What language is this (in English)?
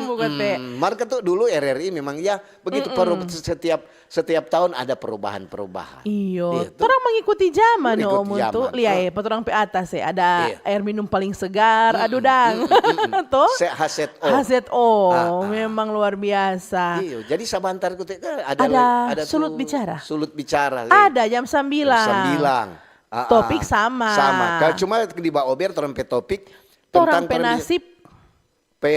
Manado Malay